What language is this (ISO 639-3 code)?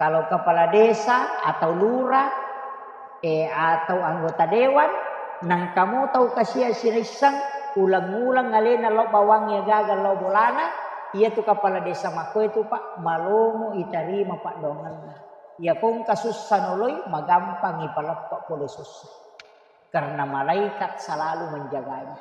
bug